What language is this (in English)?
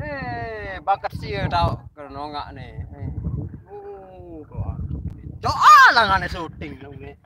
Sasak